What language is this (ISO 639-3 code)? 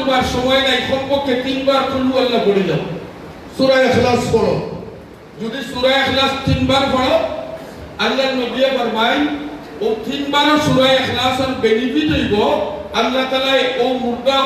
syl